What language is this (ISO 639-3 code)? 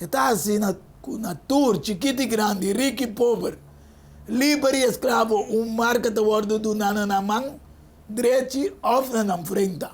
pap